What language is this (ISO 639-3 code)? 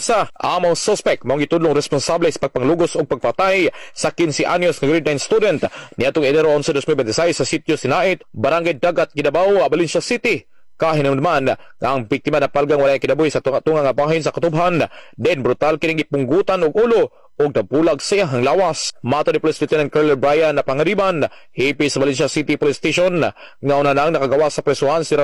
ceb